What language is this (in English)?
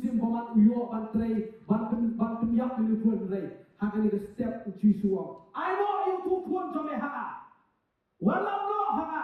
Khasi